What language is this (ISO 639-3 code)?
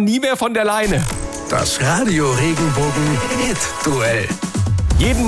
deu